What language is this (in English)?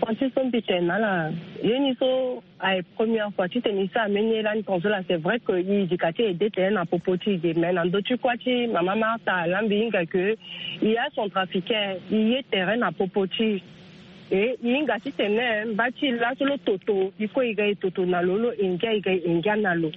Sango